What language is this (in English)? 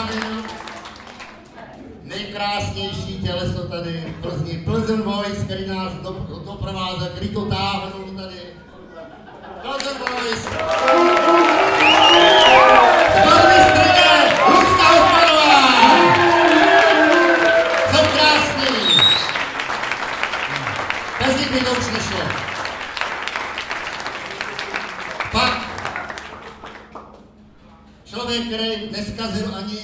Czech